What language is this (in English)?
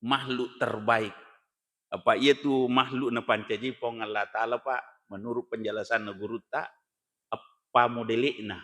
Buginese